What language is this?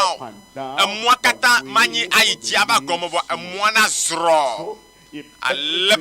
Ewe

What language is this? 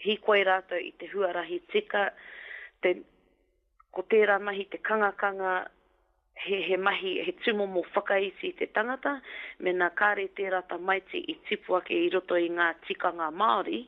Māori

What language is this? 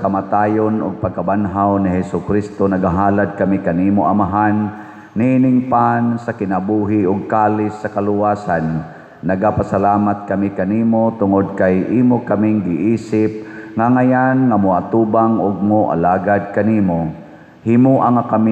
Cebuano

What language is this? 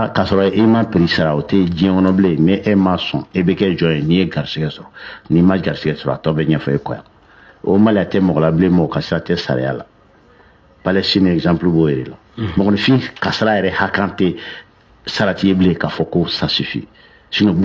Bambara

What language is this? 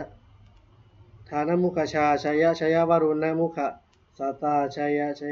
Pali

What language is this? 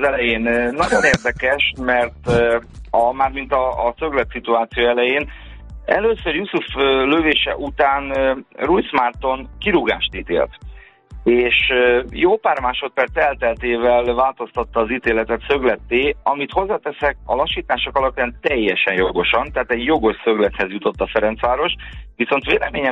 Hungarian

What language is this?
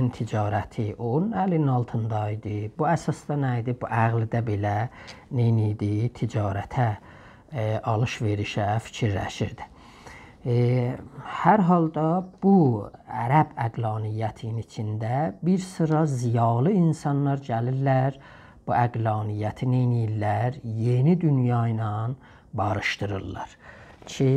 South Azerbaijani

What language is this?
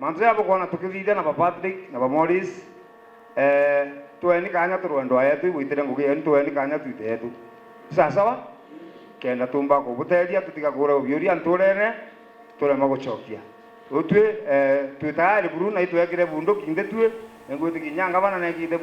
Meru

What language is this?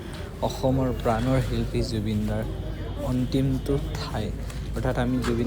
Assamese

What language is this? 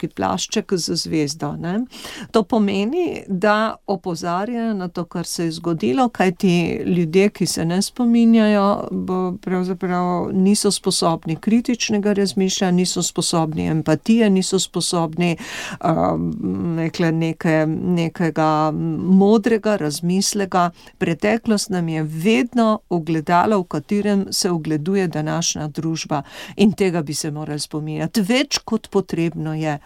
Slovenian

